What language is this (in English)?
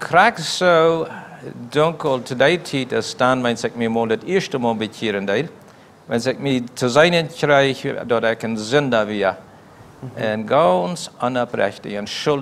Plautdietsch